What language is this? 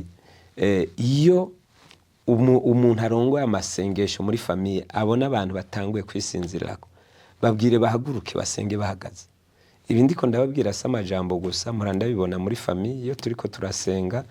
Rundi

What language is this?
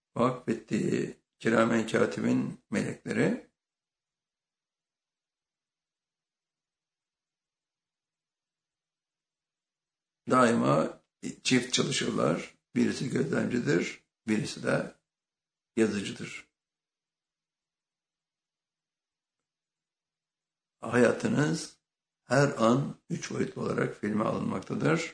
Turkish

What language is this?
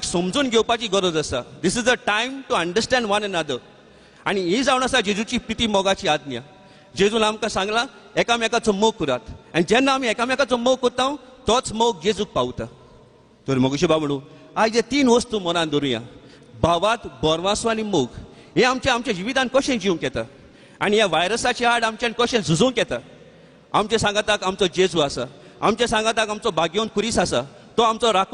Konkani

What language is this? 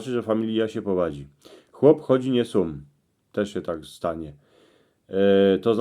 Silesian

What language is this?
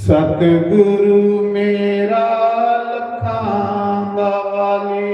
Dogri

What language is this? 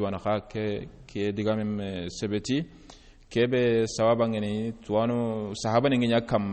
Soninke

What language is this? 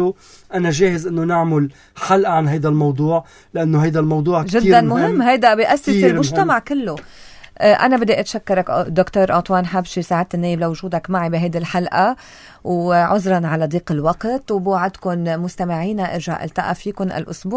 North Levantine Arabic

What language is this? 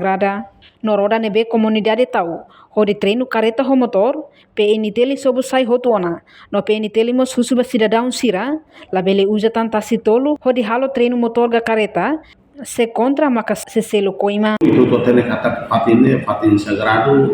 Tetum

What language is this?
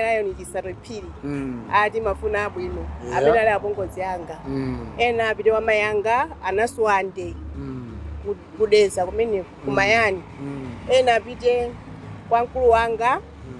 Nyanja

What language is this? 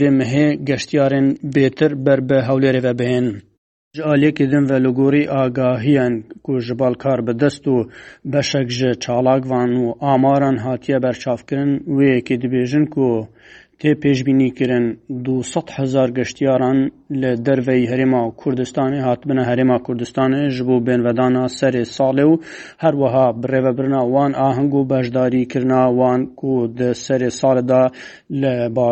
Kurdish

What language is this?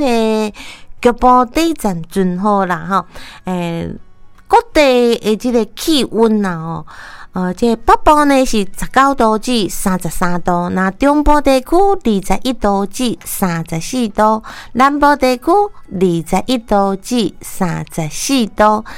Min Nan Chinese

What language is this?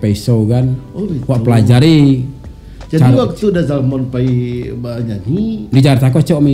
Minangkabau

